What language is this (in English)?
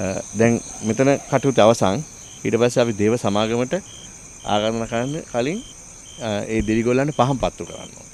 Sinhala